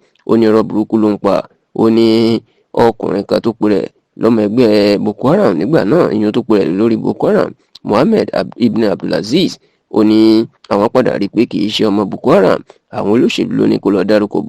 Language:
Yoruba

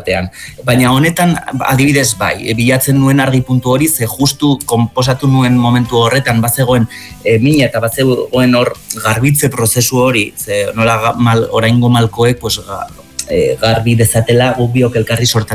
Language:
Basque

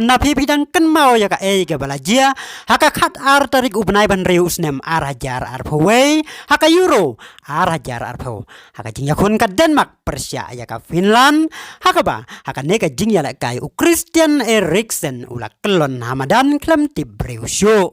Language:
Khasi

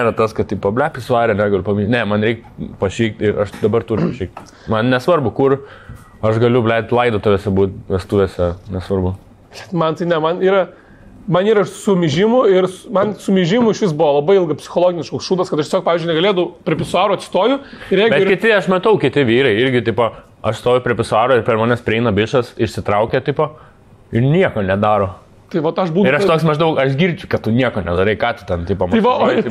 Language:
Lithuanian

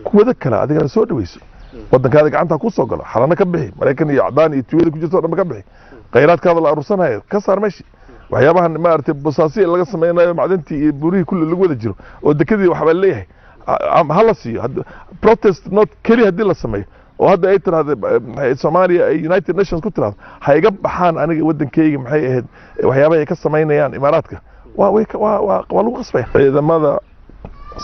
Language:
Somali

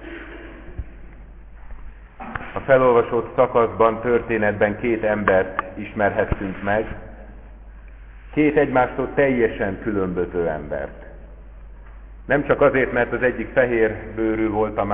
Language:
Hungarian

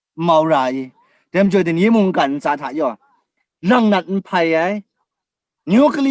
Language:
Kachin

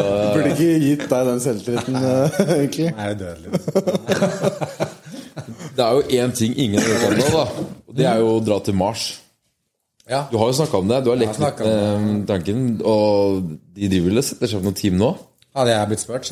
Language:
Norwegian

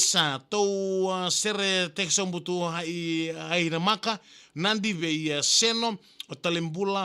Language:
Fijian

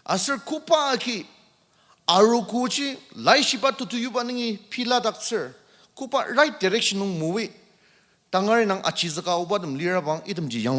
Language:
Ao Naga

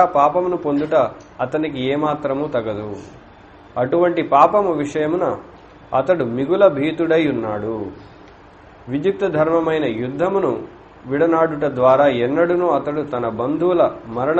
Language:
Telugu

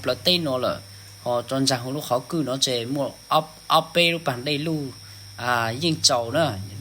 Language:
Hmong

